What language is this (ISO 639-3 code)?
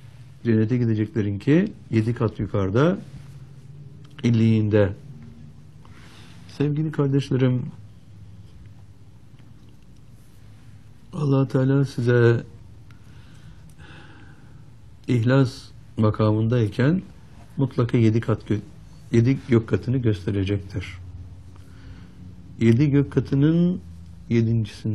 tur